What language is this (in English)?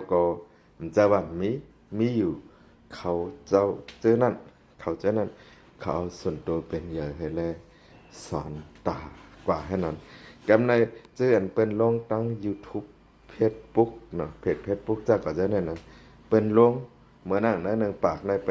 Shan